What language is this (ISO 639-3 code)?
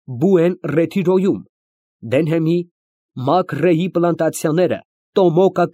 hye